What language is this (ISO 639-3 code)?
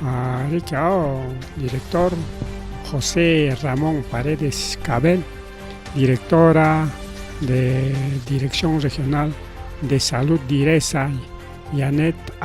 quy